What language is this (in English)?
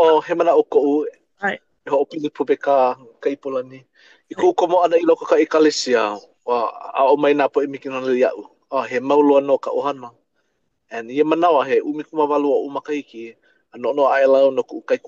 Hawaiian